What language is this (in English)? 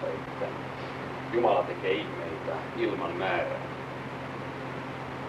Finnish